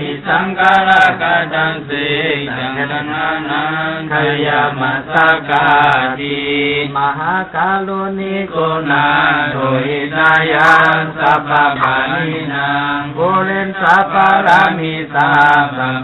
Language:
Pali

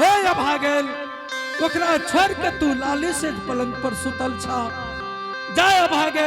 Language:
Angika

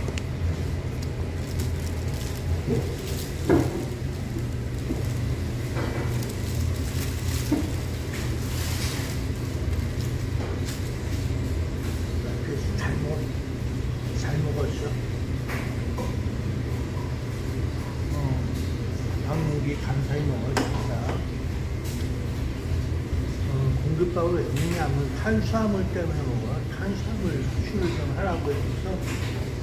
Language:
Korean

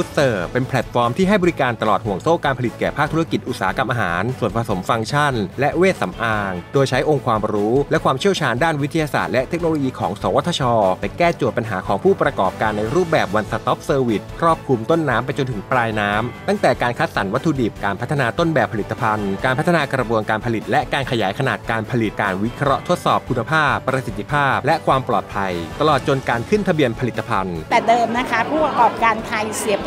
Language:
Thai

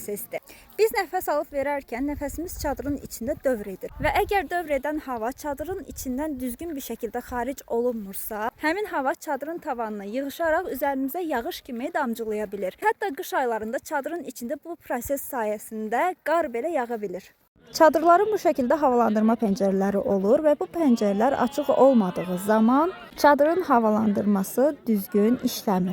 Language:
Azerbaijani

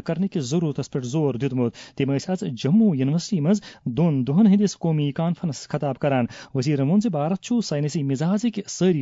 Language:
Kashmiri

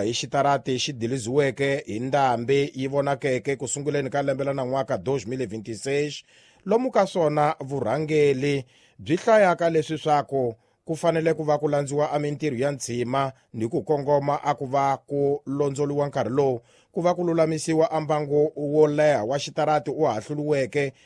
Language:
Tsonga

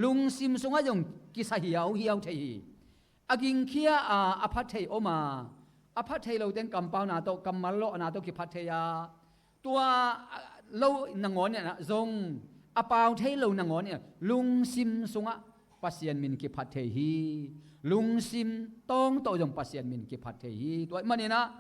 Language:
Tedim Chin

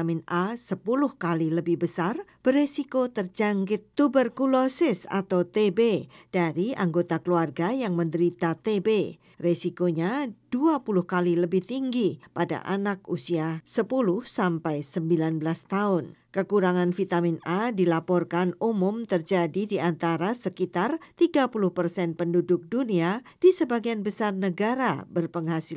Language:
Indonesian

